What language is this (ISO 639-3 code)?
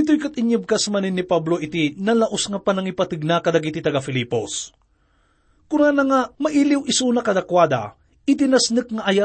ilo